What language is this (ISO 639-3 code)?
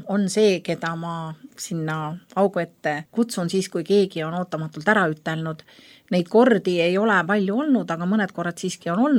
est